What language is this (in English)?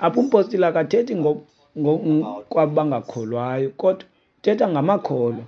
Xhosa